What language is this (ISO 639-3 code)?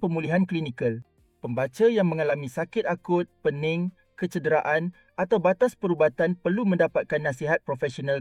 msa